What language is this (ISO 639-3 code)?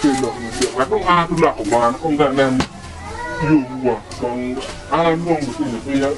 ach